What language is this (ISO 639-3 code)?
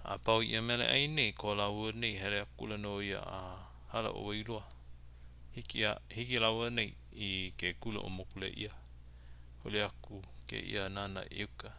haw